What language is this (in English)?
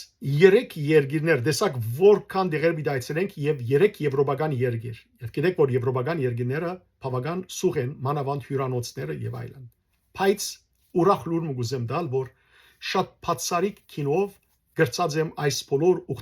Western Armenian